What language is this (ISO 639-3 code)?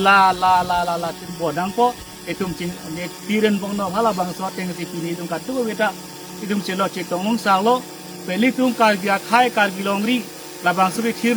mjw